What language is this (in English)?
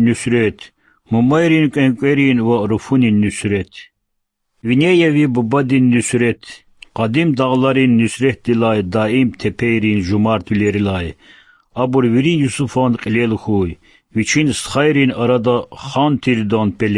Lezghian